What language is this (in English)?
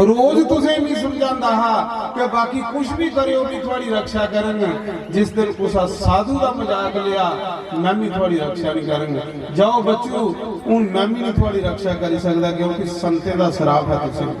Dogri